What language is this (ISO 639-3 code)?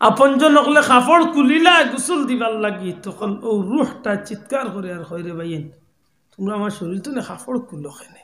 syl